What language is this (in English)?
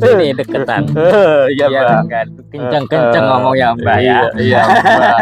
Betawi